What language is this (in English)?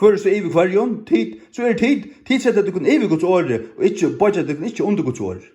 Faroese